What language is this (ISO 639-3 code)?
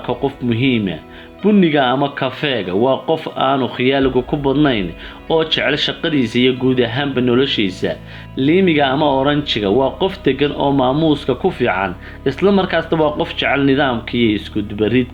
som